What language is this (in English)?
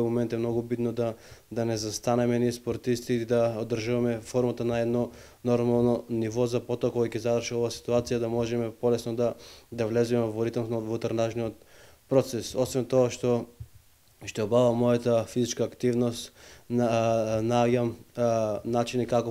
Macedonian